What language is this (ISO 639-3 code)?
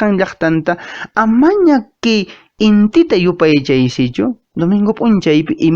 que